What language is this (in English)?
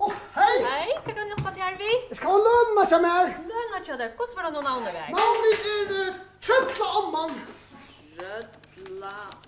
Faroese